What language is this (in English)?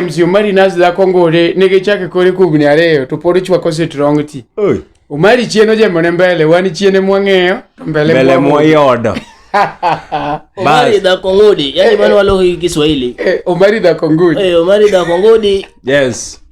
Luo (Kenya and Tanzania)